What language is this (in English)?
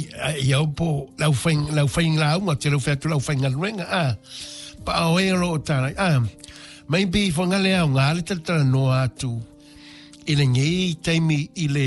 Samoan